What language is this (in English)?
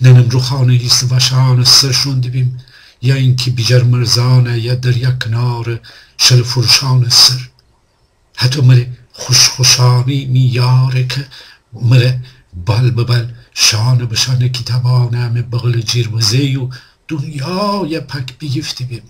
Gilaki